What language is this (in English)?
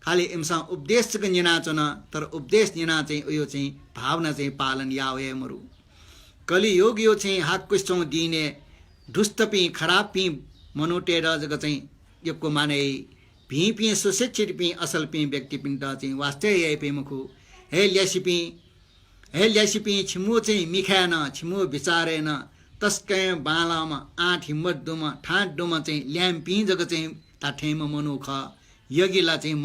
Newari